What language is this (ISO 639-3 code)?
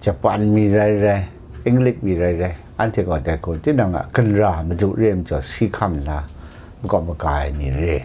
kac